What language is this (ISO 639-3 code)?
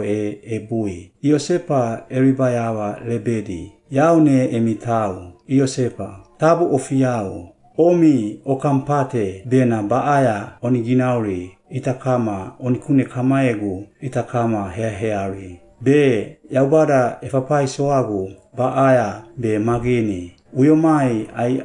swp